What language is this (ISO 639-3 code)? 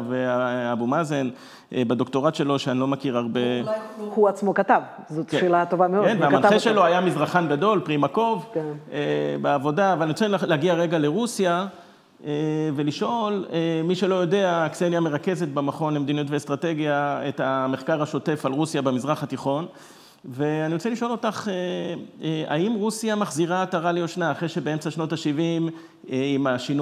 heb